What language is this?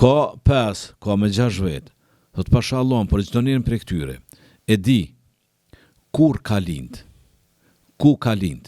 Albanian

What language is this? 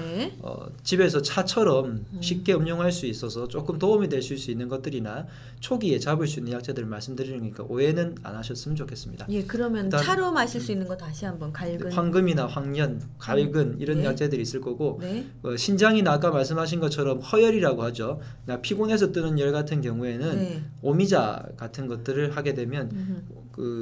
Korean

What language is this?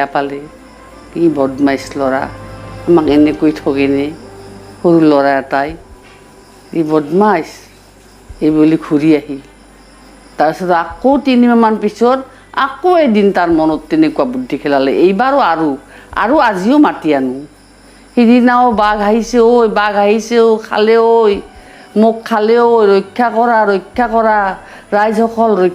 Assamese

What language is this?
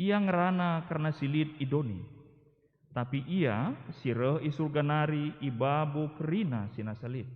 Batak Karo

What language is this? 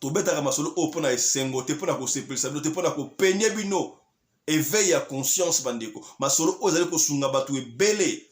Lingala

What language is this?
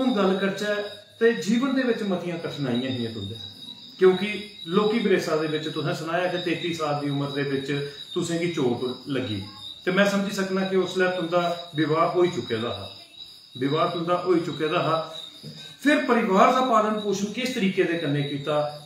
Dogri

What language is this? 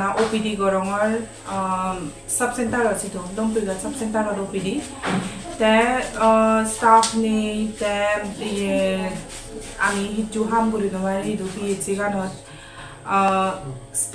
Chakma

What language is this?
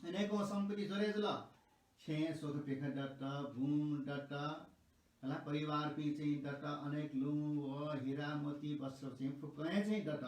Newari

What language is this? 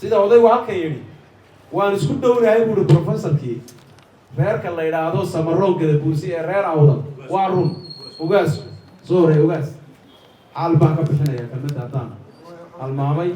Somali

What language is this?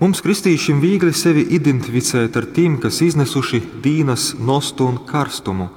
Latgalian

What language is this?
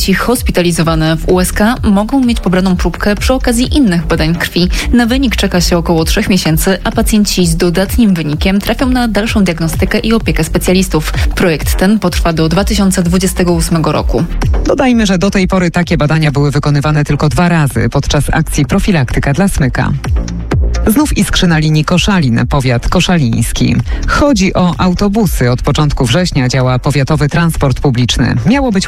Polish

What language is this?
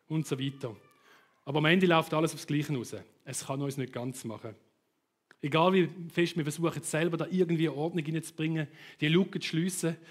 Swiss German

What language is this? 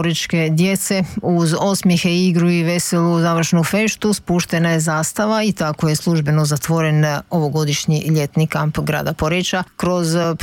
Croatian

